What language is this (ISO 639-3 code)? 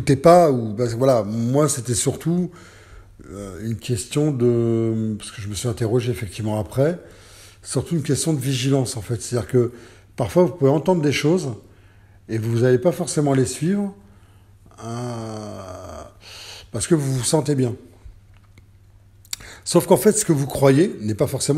fra